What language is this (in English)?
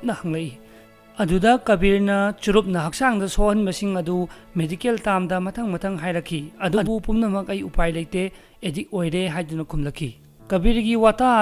Manipuri